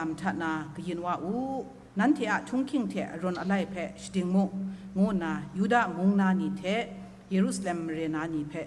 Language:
Kachin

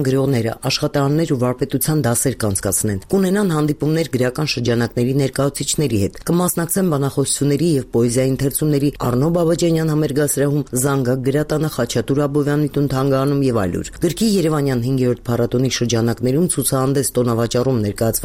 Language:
Armenian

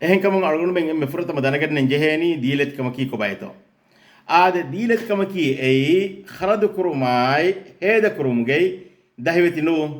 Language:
Divehi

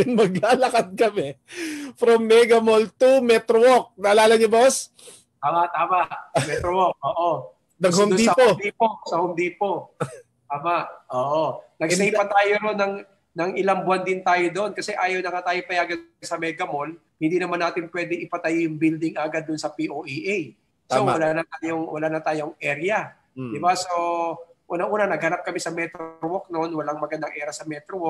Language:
Filipino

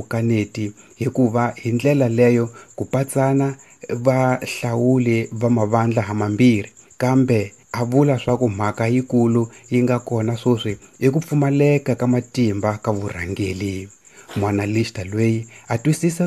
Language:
Tsonga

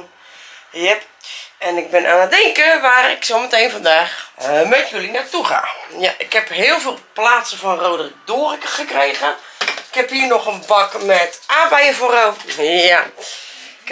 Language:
Dutch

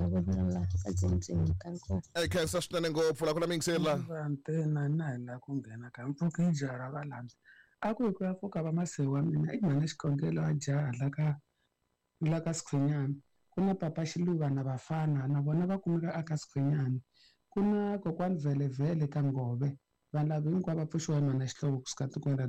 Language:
Tsonga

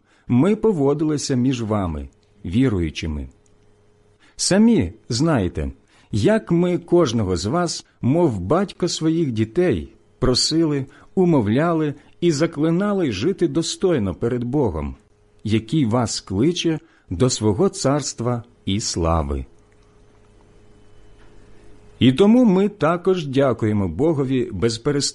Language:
Ukrainian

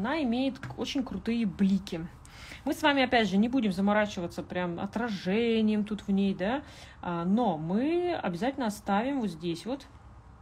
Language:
Russian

